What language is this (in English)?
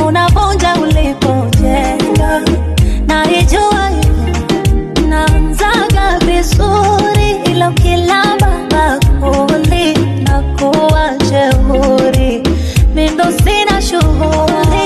Swahili